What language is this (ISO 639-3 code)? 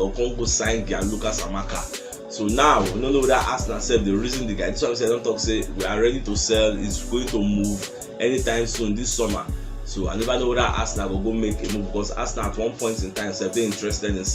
pcm